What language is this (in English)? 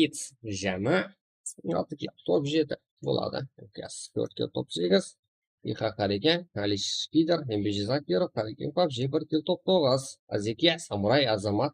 Kara-Kalpak